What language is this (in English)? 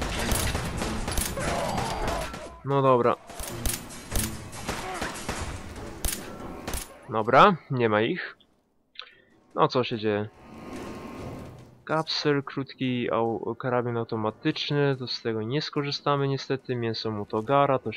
Polish